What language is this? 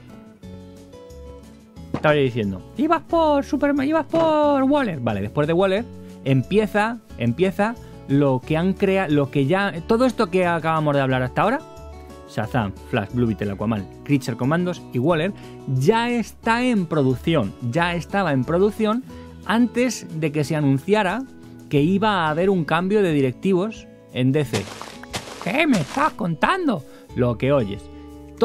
Spanish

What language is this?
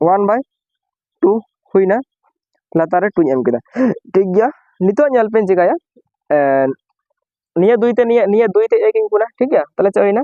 Santali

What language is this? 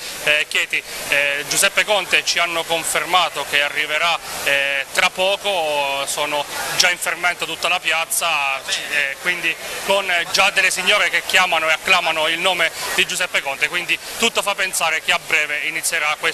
Italian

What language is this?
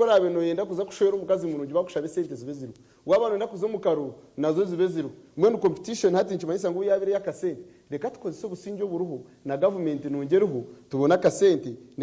Nyankole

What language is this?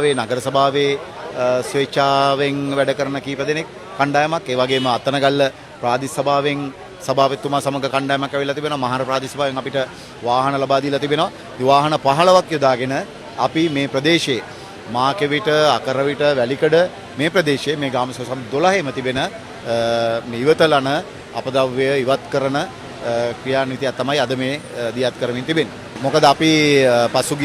Sinhala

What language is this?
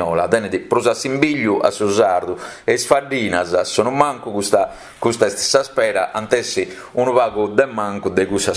Sardinian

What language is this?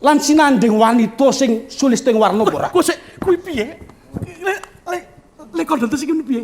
Javanese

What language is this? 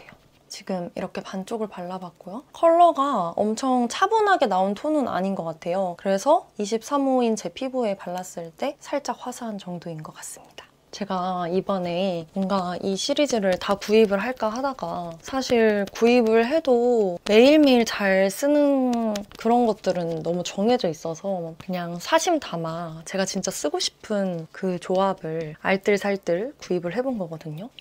Korean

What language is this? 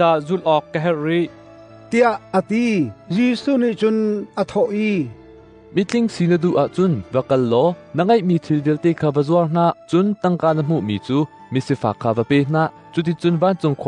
Hakha Chin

